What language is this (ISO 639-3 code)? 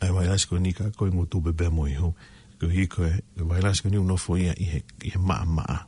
ton